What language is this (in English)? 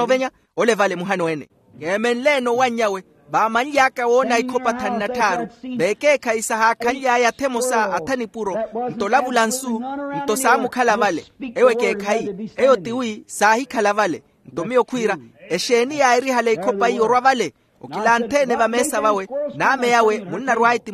Makhuwa